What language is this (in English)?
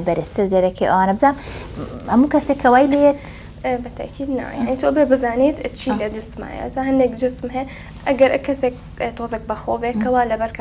Central Kurdish